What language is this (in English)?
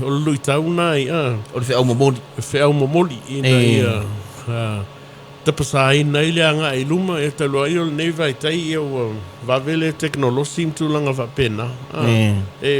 Samoan